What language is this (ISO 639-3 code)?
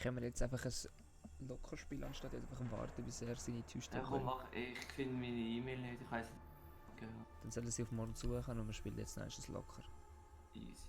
gsw